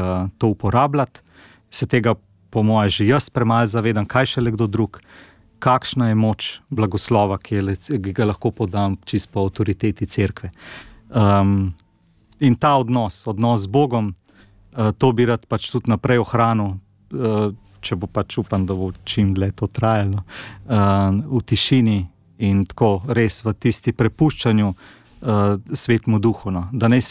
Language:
Slovenian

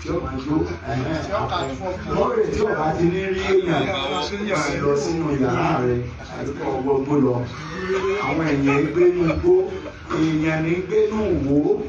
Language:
Yoruba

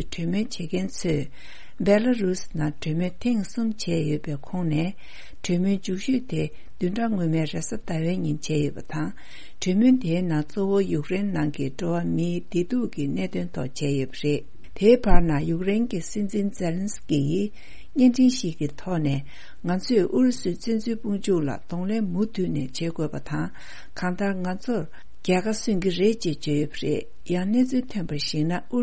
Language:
Tibetan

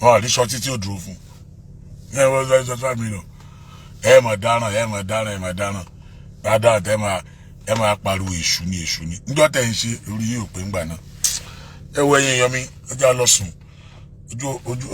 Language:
Yoruba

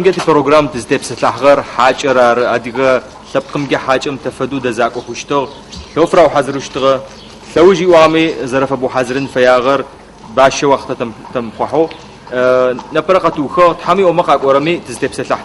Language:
Adyghe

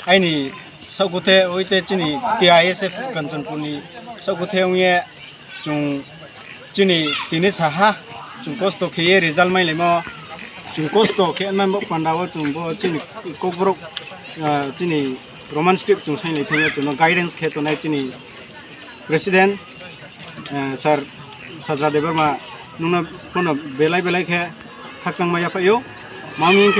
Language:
Riang (India)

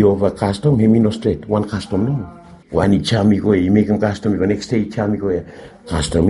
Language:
Bislama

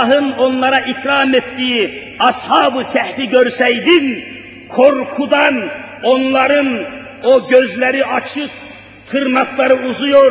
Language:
Turkish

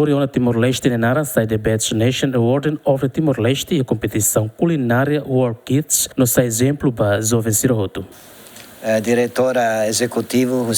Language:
Tetum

